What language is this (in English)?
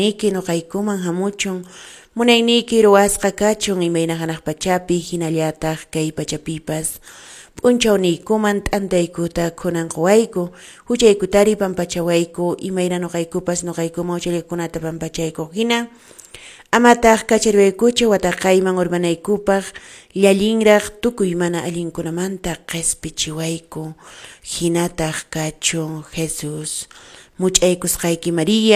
Quechua